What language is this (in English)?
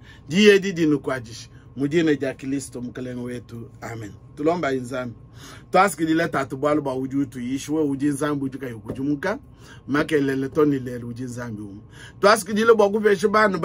Luba-Lulua